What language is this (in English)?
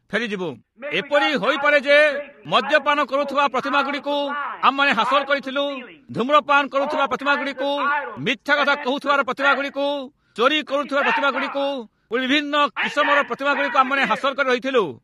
Odia